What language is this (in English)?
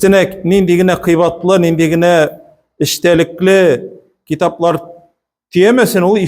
Tatar